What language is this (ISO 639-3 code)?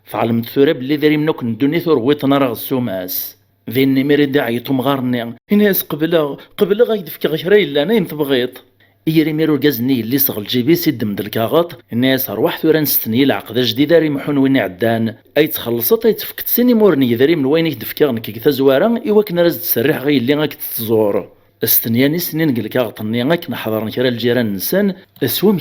kab